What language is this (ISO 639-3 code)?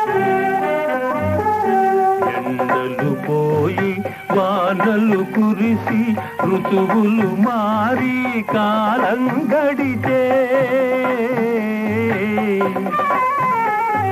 tel